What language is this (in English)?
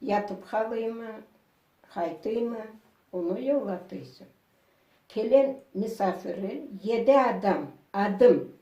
Crimean Tatar